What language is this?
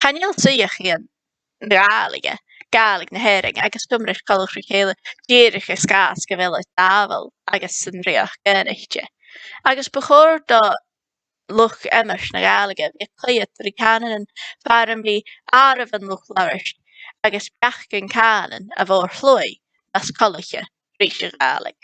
Scottish Gaelic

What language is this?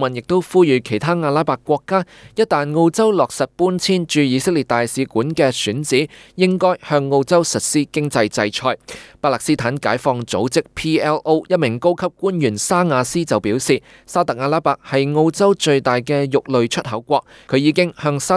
Cantonese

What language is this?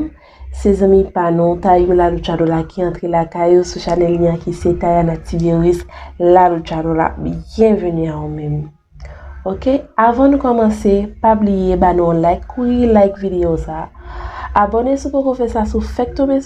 Haitian Creole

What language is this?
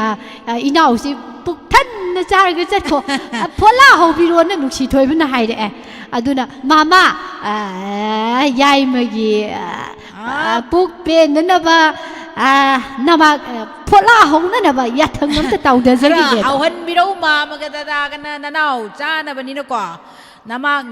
Manipuri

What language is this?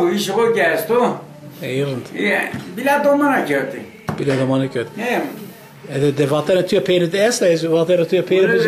Zaza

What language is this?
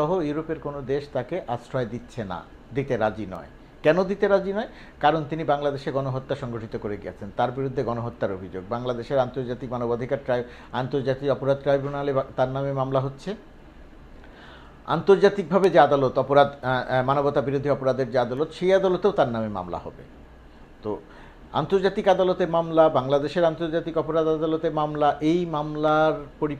Bangla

